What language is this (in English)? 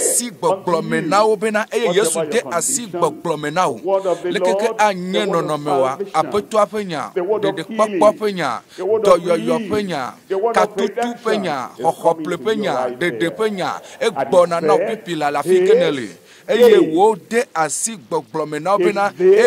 Ewe